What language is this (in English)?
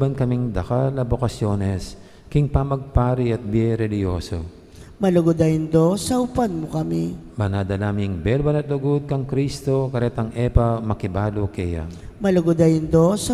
Pampanga